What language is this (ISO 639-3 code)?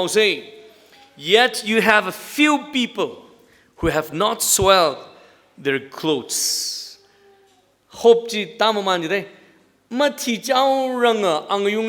nmf